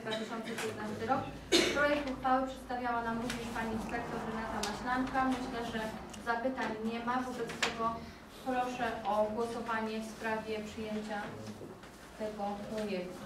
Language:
Polish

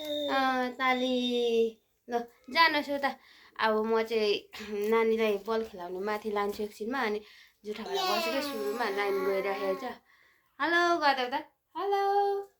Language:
Nepali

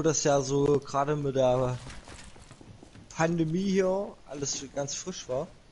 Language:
German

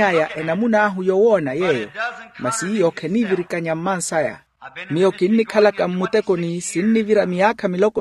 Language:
Makhuwa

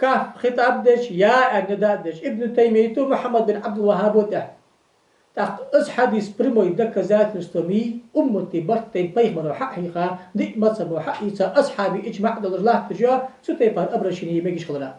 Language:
Ingush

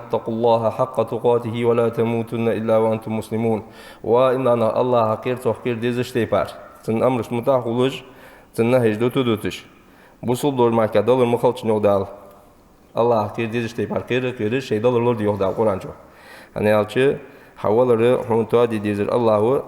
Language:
Ingush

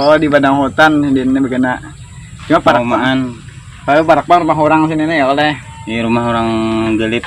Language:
Banjar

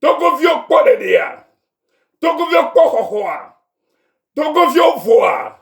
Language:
Ewe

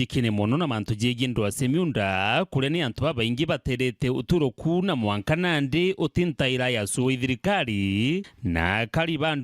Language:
Meru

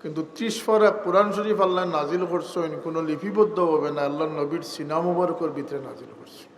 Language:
Sylheti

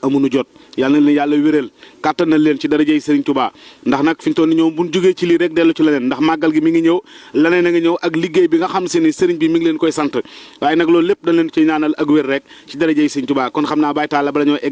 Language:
Wolof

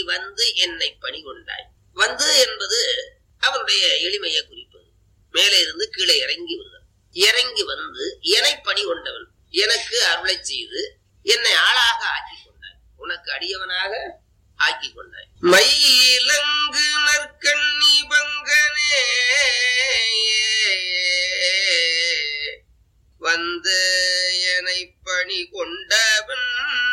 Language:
Tamil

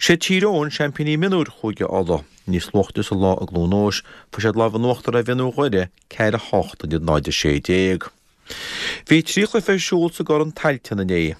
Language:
Irish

